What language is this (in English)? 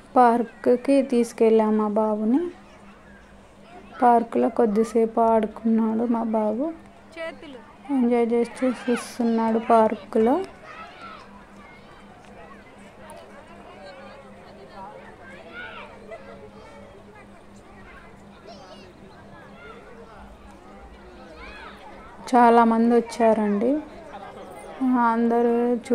Telugu